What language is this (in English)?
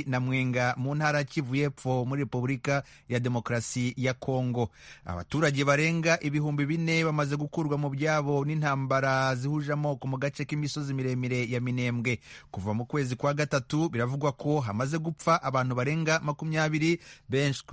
Kinyarwanda